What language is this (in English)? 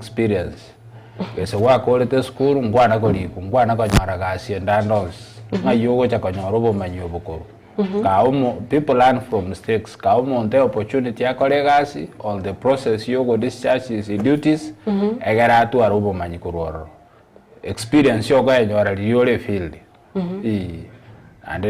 Gusii